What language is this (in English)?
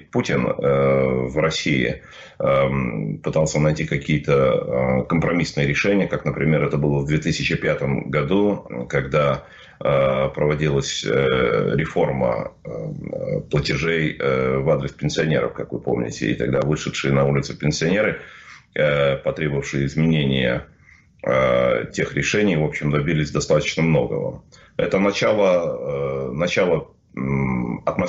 Russian